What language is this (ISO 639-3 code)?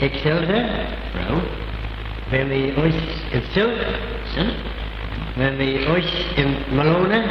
glv